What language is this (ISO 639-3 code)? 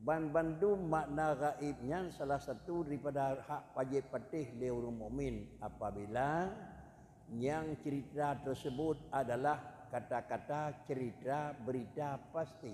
ace